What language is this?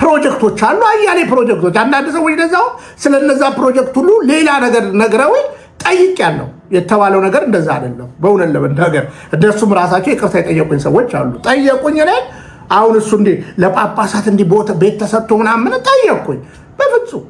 Amharic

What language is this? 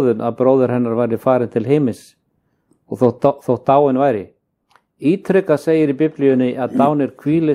Icelandic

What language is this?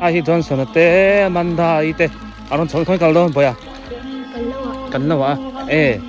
Biete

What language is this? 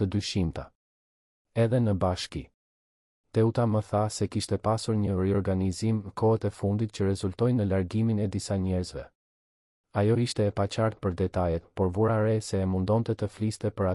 Albanian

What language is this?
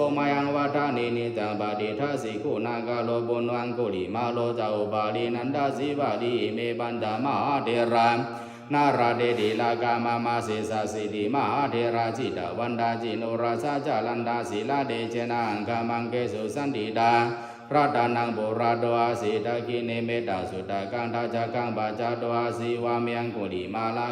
Pali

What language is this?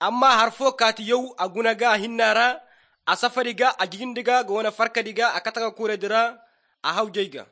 Estonian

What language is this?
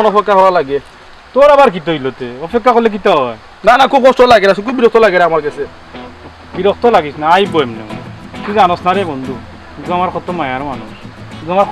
Sylheti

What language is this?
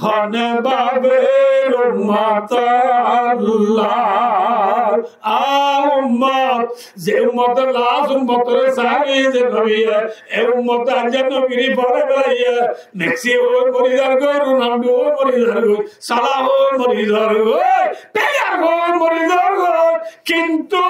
Rohingya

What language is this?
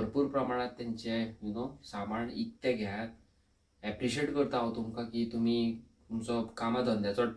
Konkani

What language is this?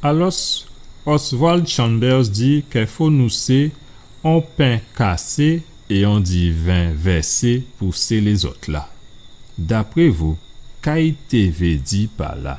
Guadeloupean Creole French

